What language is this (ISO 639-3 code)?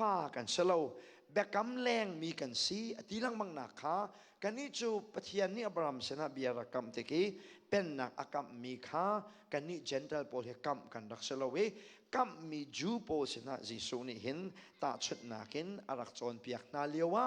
cnh